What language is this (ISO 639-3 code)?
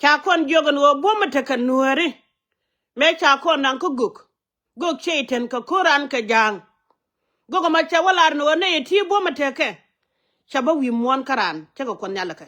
nus